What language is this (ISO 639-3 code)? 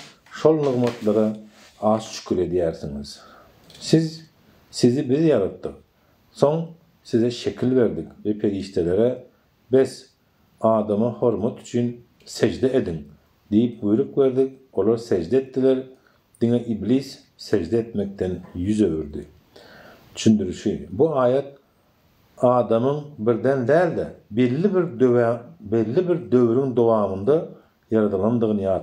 tuk